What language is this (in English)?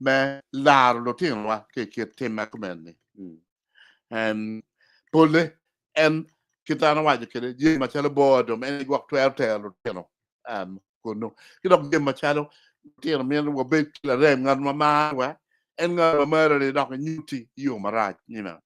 Acoli